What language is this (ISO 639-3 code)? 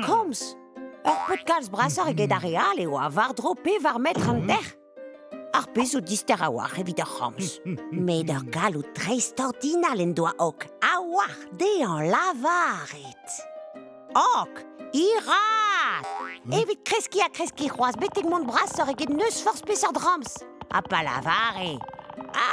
bre